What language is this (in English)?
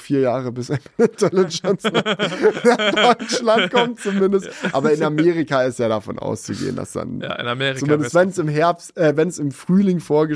German